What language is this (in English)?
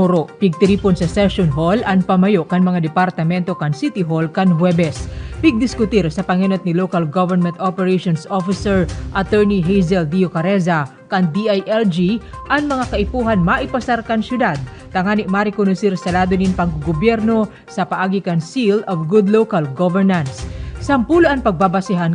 Bikol